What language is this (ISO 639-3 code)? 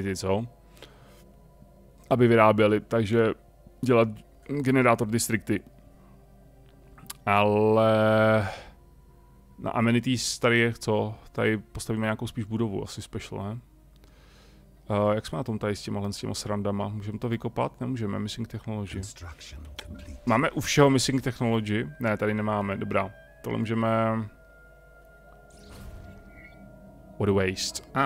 ces